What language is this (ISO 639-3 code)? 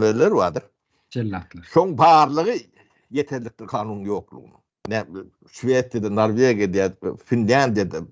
tuk